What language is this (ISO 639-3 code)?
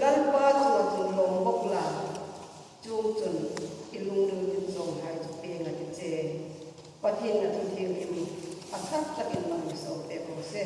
hmr